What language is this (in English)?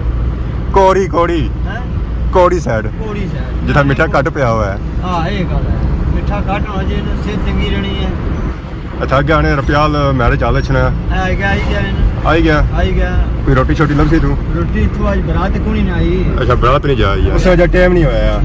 Pahari-Potwari